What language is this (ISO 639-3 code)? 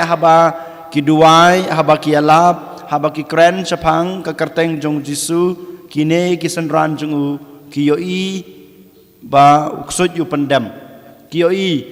kha